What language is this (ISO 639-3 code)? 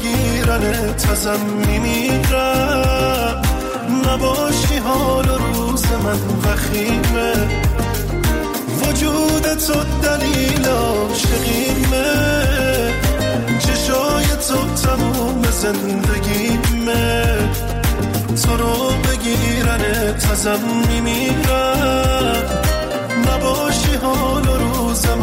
fas